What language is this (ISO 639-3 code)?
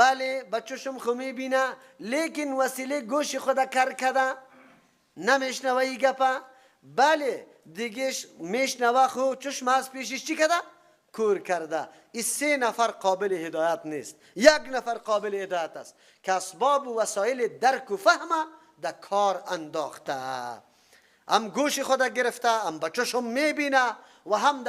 fas